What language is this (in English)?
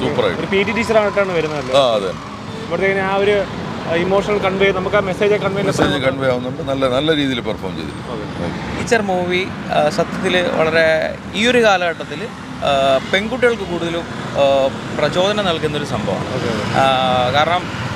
Malayalam